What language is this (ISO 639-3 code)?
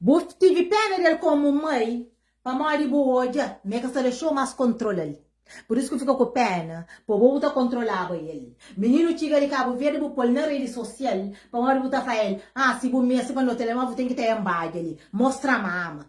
kea